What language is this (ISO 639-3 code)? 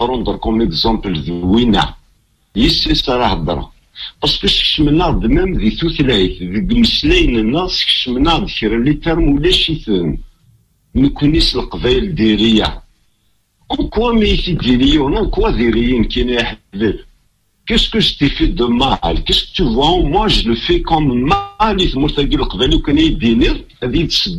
kab